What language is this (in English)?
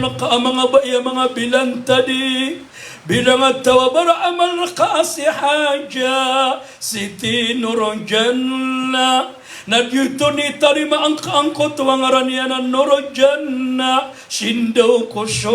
Maranao